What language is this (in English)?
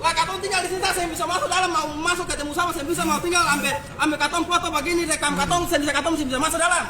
Ambonese Malay